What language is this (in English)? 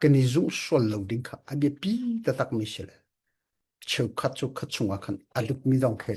Falam Chin